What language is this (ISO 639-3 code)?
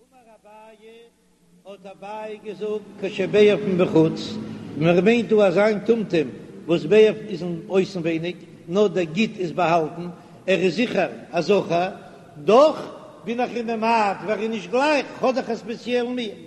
yid